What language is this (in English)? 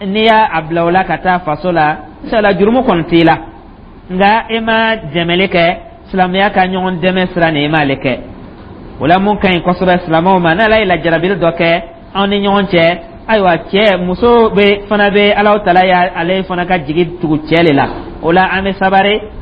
Dyula